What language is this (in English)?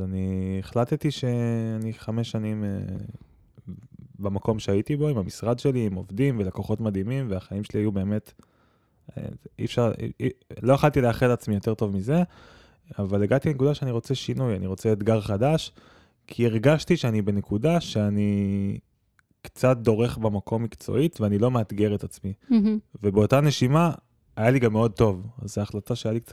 Hebrew